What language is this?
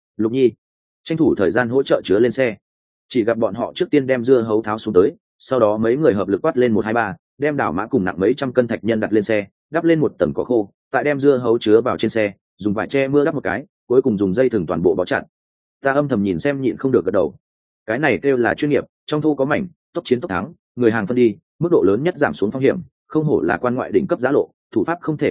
Vietnamese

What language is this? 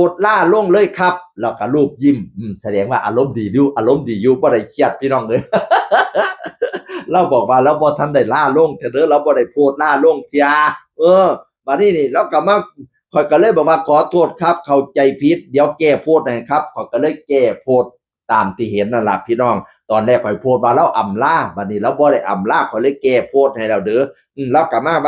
Northeastern Thai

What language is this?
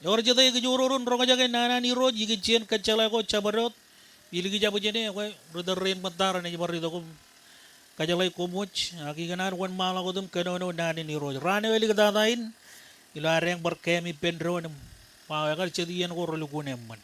Marshallese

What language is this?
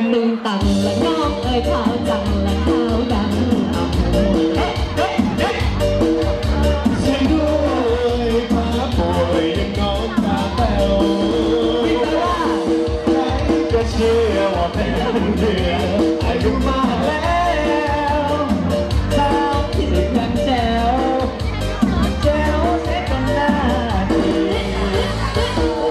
Thai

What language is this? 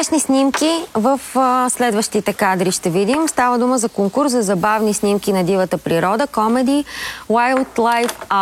Bulgarian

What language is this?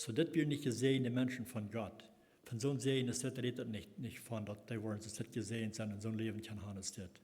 Plautdietsch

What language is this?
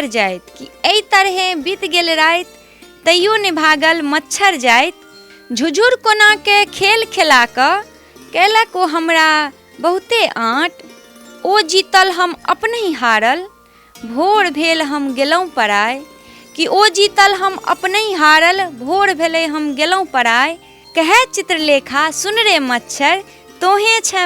Maithili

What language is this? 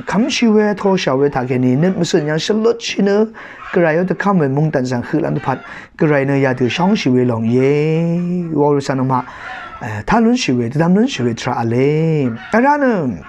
Rawang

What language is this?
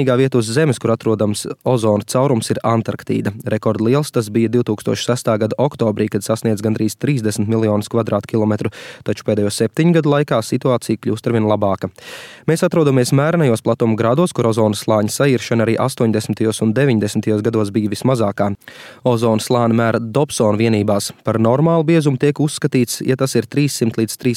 Latvian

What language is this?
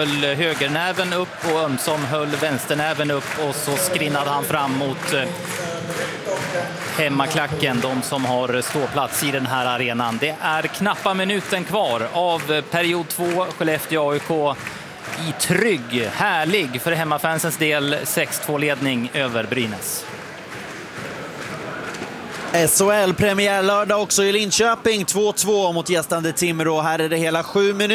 Swedish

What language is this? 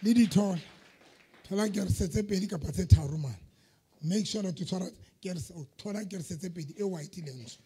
Southern Sotho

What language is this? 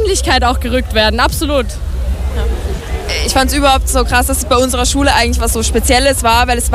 German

